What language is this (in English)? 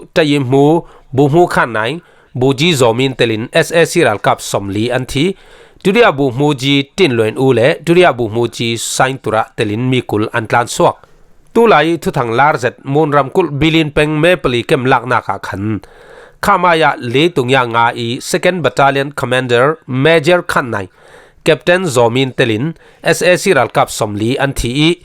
Falam Chin